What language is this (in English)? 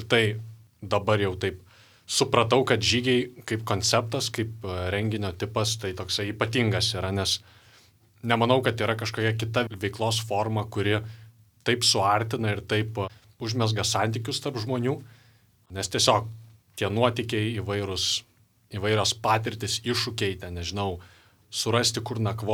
Lithuanian